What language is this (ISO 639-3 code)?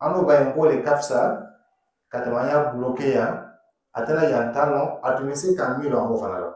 dyu